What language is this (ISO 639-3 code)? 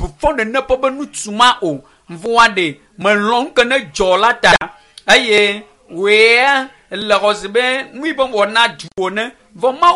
ewe